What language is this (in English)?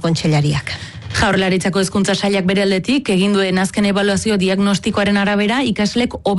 Basque